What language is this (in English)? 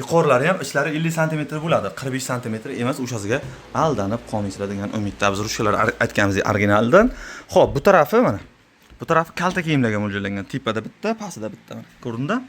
Uzbek